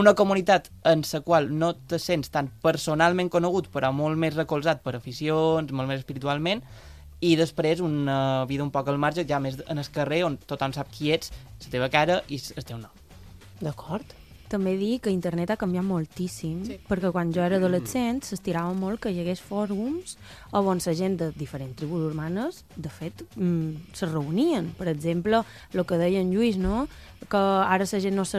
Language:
Catalan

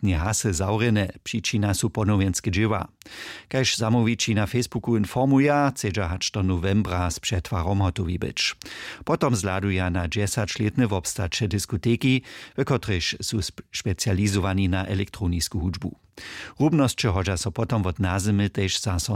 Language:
Upper Sorbian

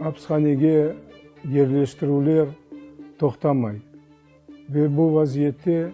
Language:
Crimean Tatar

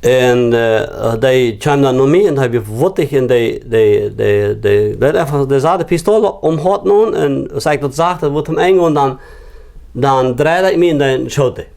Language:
Plautdietsch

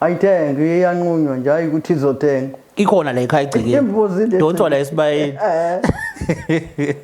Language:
Zulu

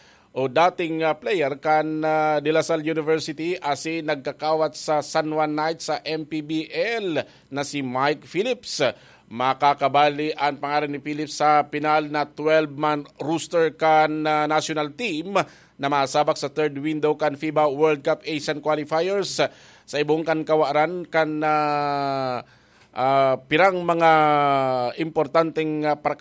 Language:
Bikol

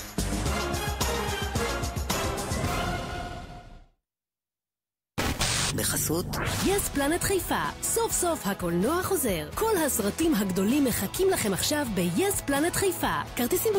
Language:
Hebrew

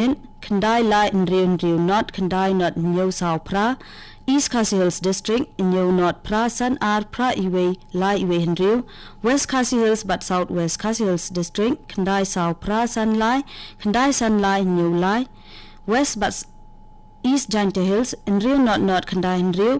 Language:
Khasi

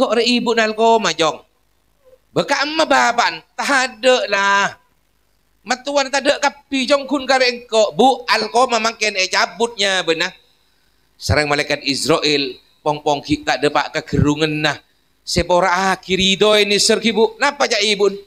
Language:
Madurese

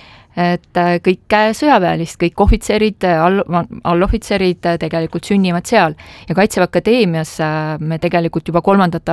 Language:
Estonian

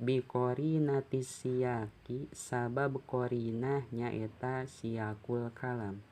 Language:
Sundanese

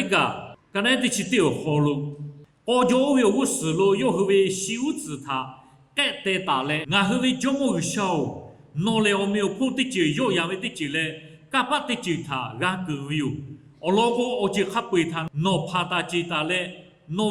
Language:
Lahu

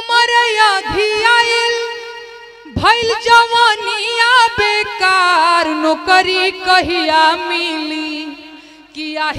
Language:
Bhojpuri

